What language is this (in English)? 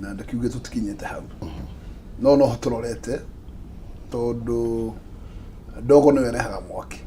Kikuyu